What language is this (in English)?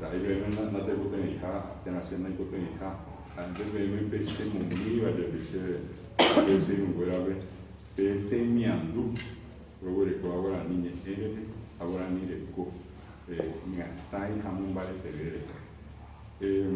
Guarani